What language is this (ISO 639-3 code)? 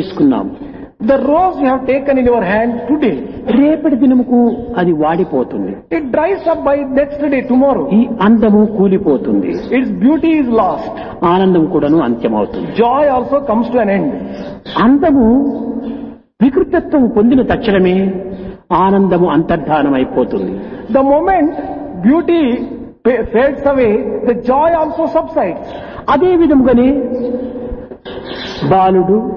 tel